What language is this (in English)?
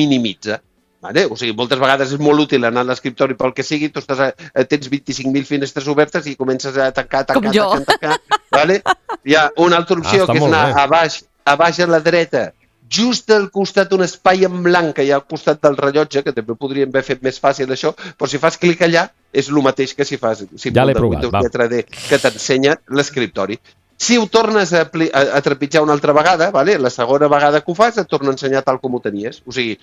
Catalan